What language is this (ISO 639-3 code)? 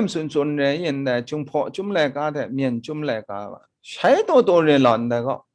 kac